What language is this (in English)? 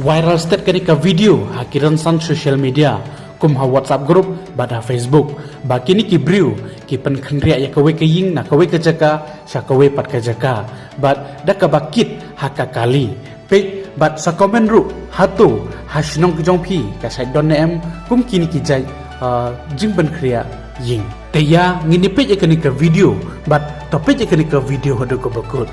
Khasi